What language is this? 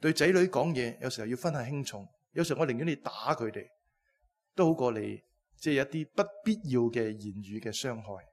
Cantonese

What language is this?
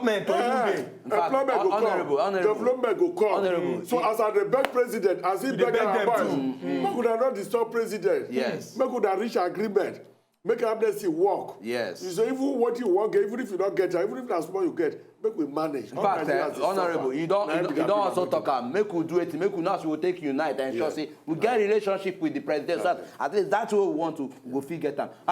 Nigerian Pidgin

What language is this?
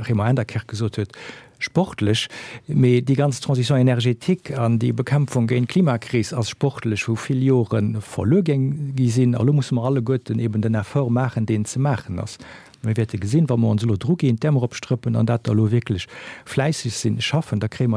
Luxembourgish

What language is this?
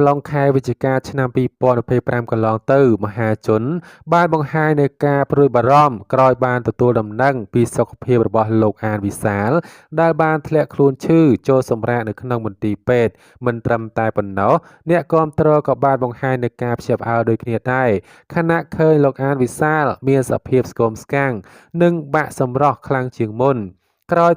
Khmer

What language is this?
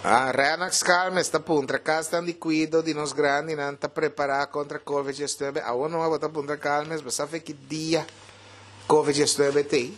Papiamento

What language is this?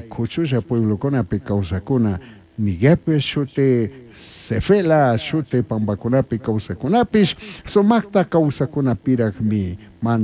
Chimborazo Highland Quichua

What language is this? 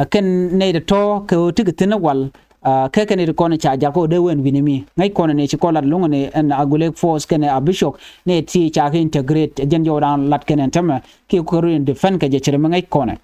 Nuer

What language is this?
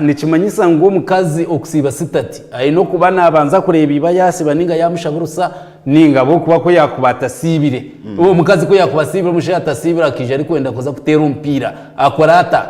Nyankole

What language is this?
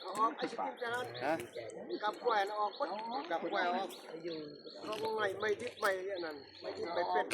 Northeastern Thai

